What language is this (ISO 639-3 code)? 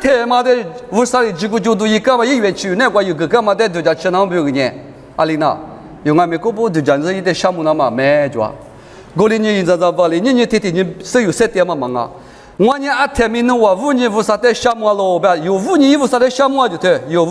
lis